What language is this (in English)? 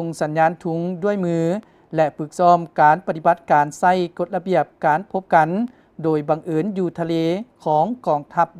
Lao